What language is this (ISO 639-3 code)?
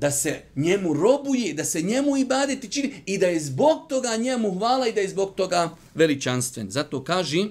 bos